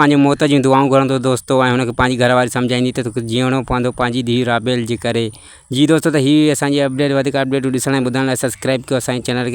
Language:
Sindhi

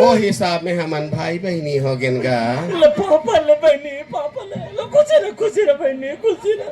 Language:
Chhattisgarhi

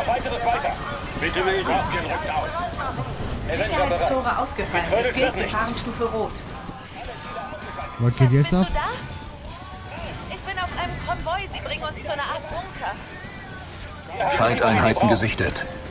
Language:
German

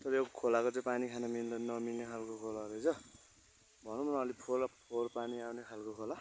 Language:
Nepali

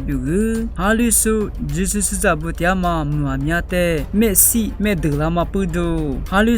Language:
Lisu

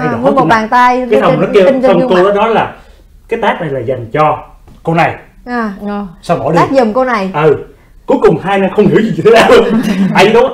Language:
Vietnamese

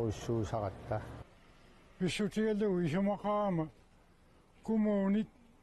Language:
Kalaallisut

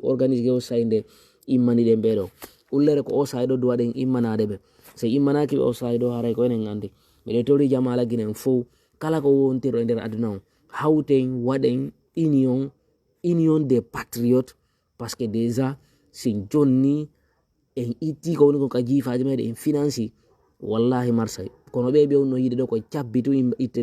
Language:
Fula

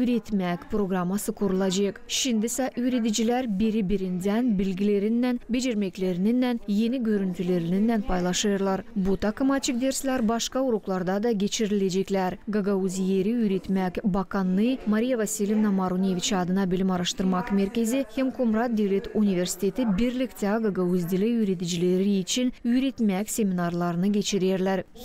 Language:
Gagauz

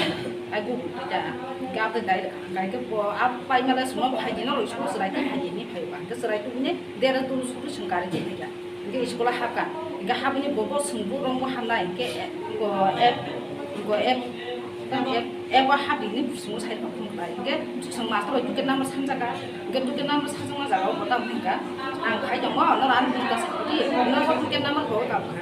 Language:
Kok Borok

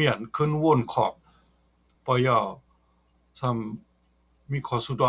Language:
Shan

